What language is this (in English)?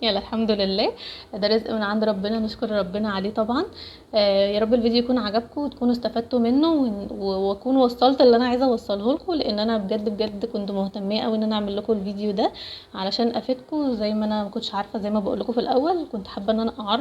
Egyptian Arabic